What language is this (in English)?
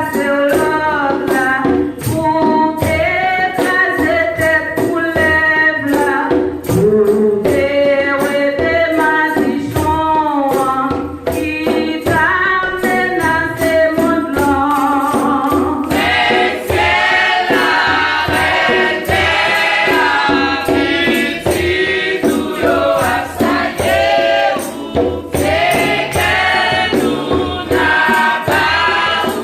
Haitian Creole